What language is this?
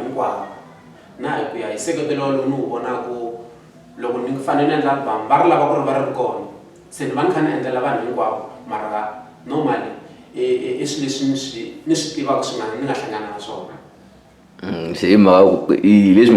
Tsonga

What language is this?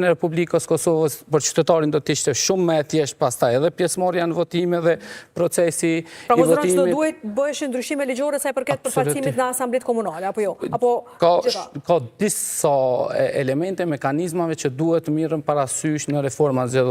Albanian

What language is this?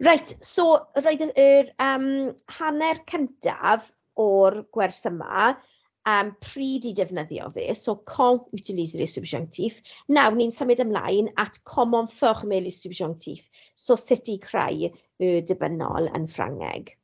Welsh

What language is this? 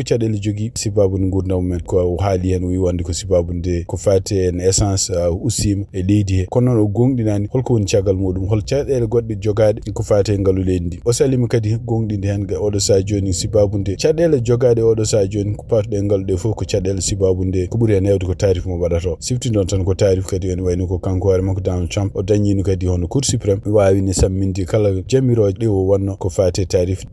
Fula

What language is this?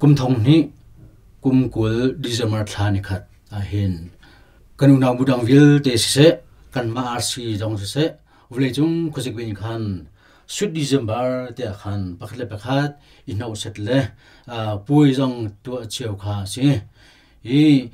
Hakha Chin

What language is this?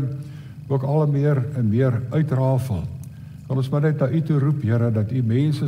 Afrikaans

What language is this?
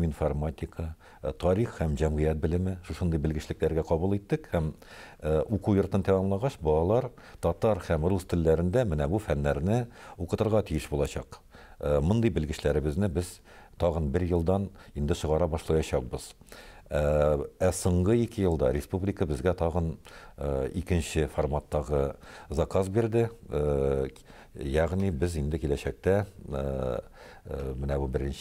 Tatar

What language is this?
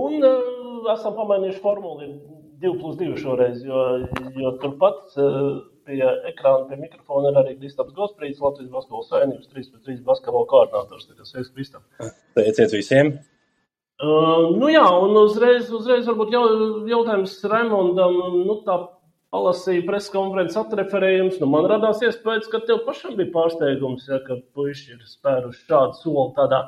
Latvian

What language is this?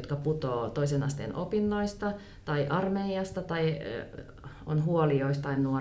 Finnish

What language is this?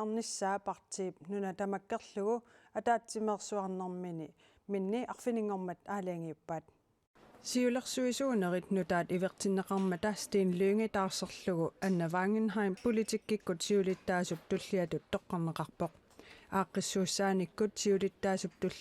Kalaallisut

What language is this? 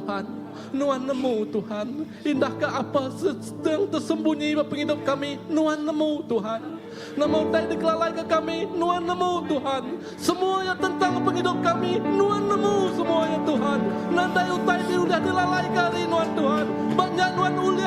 Iban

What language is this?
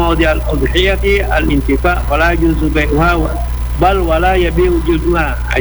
Indonesian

